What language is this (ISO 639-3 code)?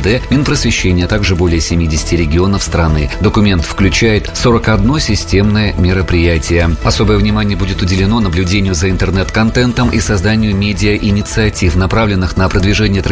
rus